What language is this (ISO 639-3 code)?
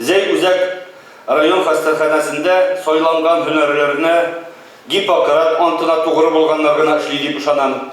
tat